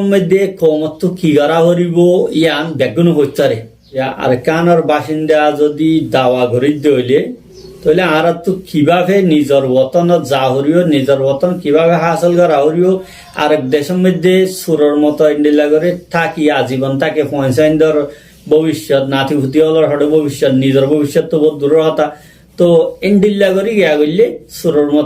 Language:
Rohingya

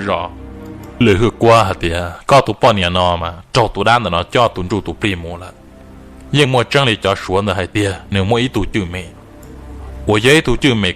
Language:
Hmong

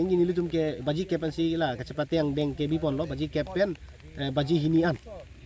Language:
Karbi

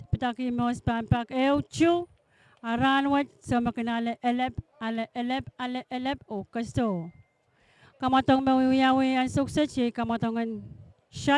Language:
Pohnpeian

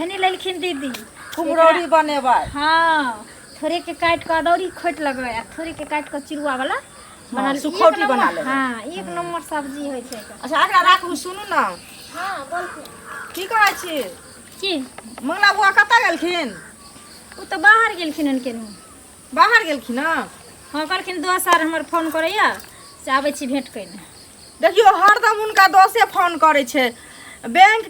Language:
Maithili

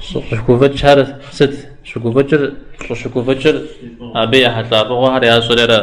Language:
Kabardian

